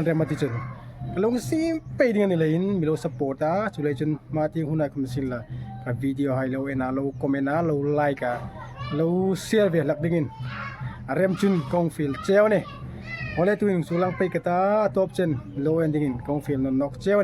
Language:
Hmar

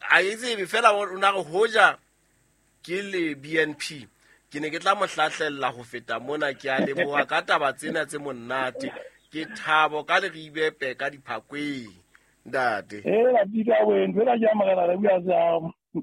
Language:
Southern Sotho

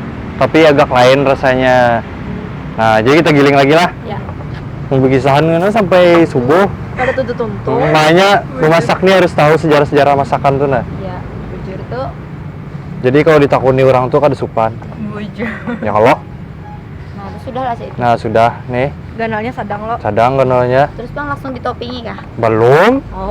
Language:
Banjar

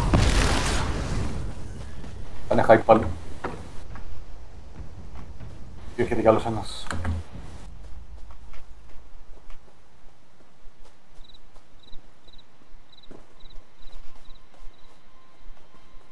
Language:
Greek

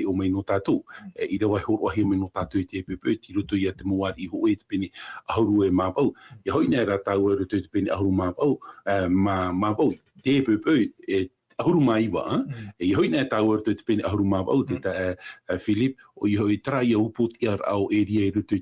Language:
Tahitian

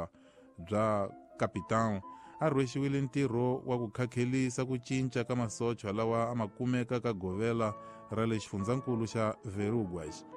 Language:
Tsonga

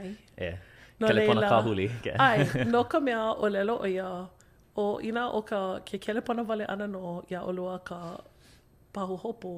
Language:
Hawaiian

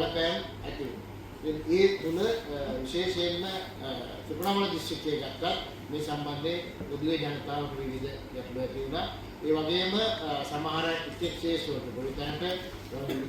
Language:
Sinhala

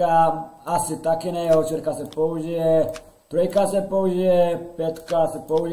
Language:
Czech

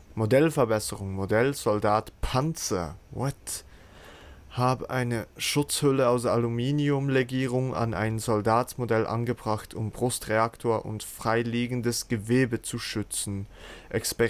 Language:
Swiss German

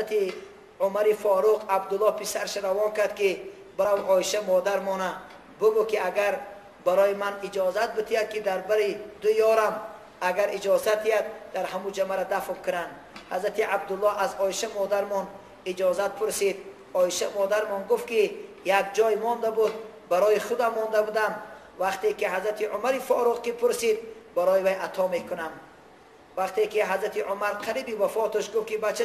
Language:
Tajik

